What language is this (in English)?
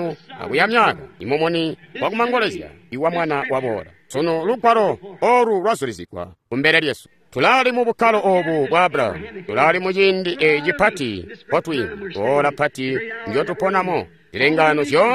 Tonga (Zambia)